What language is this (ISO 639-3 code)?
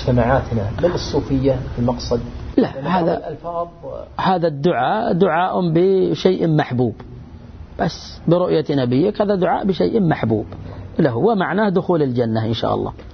ara